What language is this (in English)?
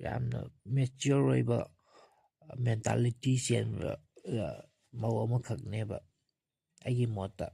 Manipuri